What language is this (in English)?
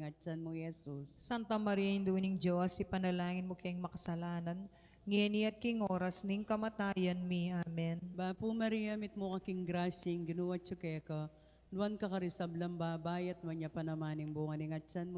Pampanga